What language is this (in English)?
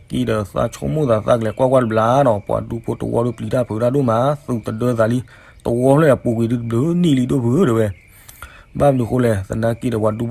S'gaw Karen